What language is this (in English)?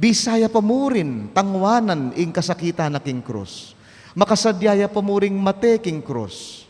Pampanga